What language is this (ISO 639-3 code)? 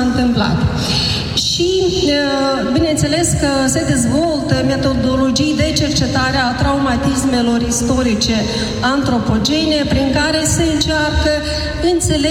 ron